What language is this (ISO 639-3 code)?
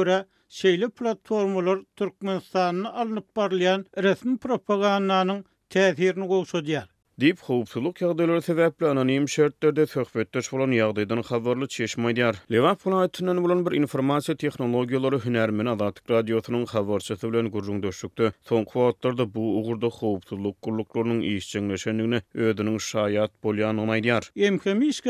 tuk